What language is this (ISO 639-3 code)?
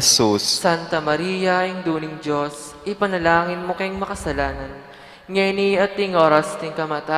pam